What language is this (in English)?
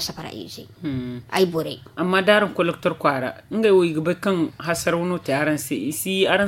Zarma